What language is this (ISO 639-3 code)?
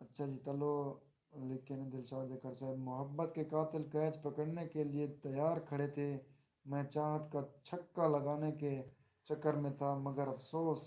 skr